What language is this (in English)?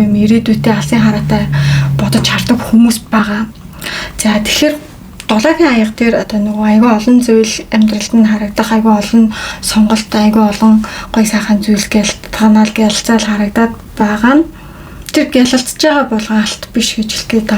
Mongolian